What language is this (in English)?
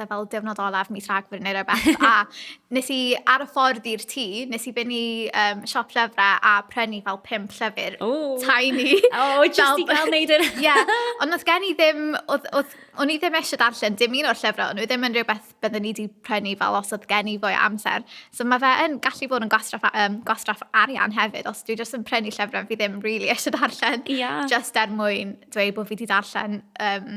Welsh